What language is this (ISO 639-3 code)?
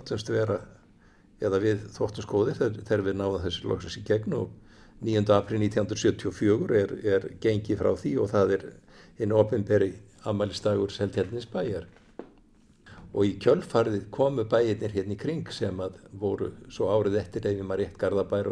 isl